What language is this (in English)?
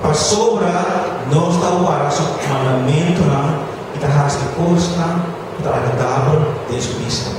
Papiamento